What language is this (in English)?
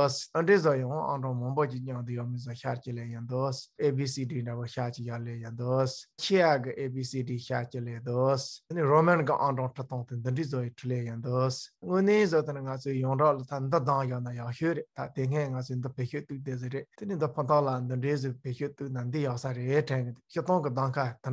Tibetan